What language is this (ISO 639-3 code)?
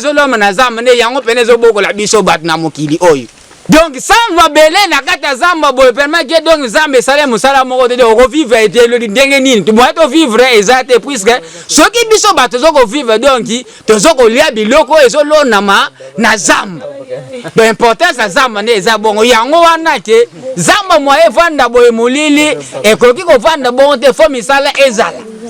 lin